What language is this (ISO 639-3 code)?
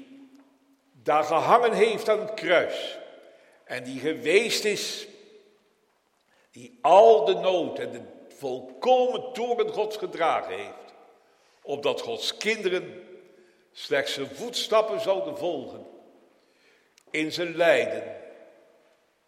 nld